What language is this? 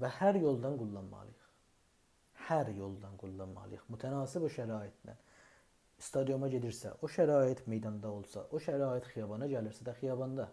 South Azerbaijani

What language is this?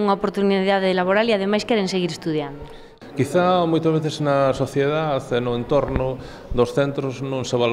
Galician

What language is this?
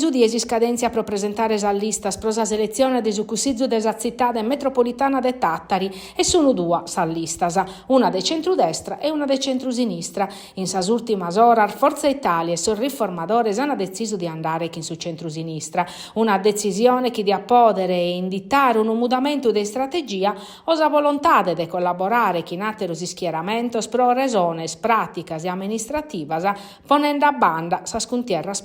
Sardinian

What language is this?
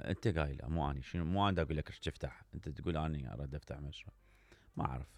Mesopotamian Arabic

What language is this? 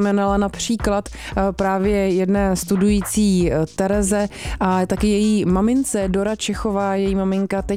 Czech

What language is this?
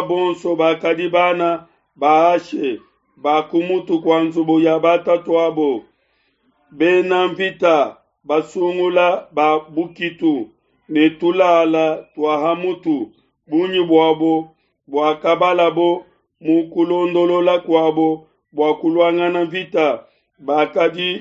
Luba-Lulua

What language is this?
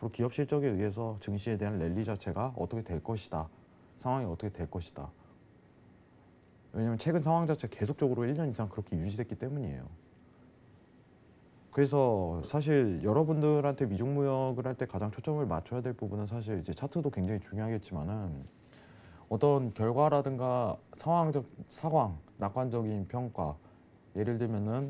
Korean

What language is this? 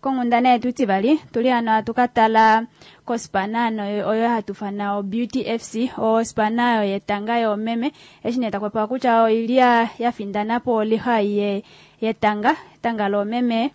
Kuanyama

